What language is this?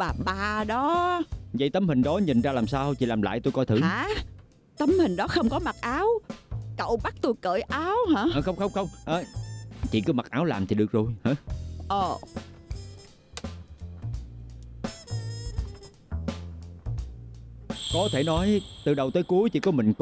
Vietnamese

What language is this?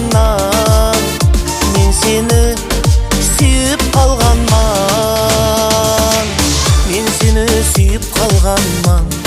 Kara-Kalpak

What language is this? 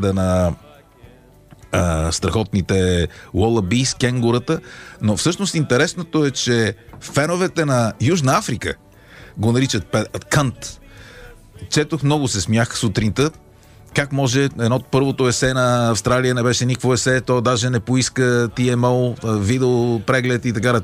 Bulgarian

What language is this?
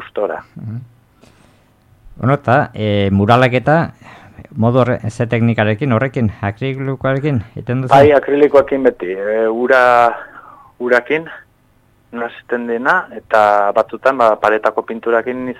Basque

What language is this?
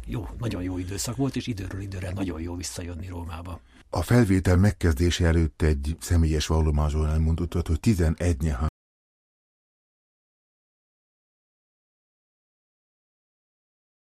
Hungarian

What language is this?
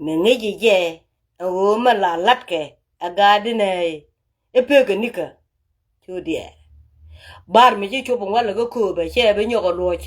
Nuer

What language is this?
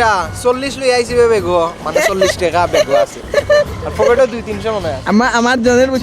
Sylheti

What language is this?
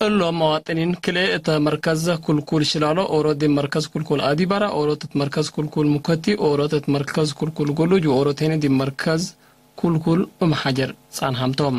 Tigre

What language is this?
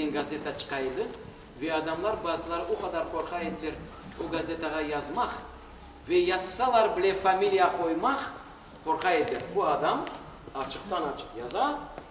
Crimean Tatar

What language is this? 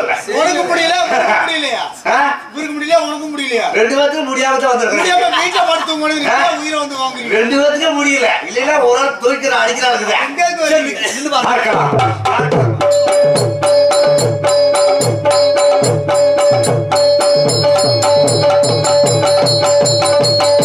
Tamil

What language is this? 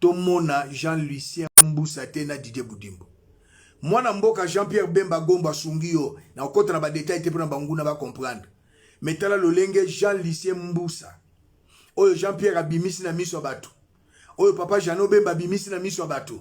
Lingala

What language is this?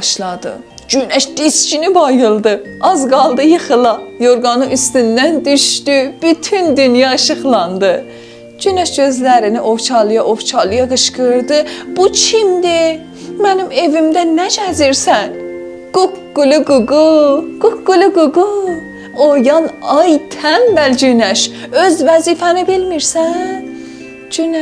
South Azerbaijani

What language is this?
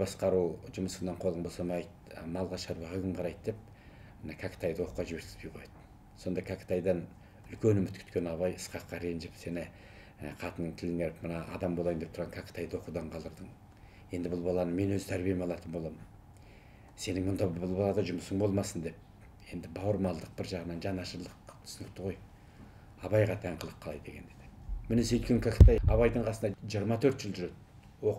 Kazakh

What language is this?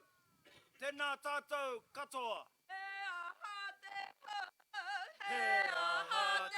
Māori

